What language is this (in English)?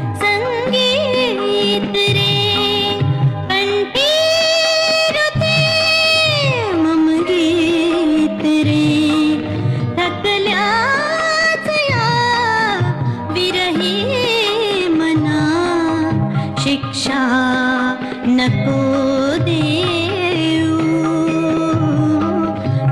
Marathi